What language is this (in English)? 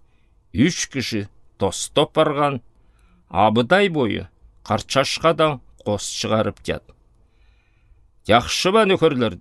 Southern Altai